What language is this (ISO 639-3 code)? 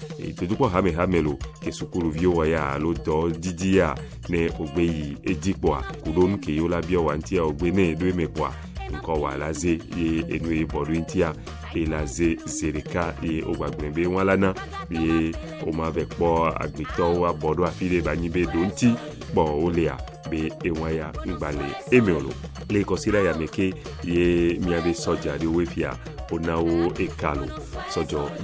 ewe